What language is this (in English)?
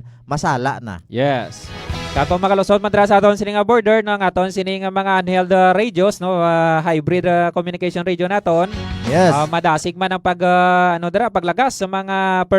Hiligaynon